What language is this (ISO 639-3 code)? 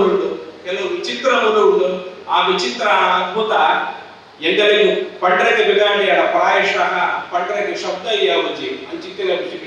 tcy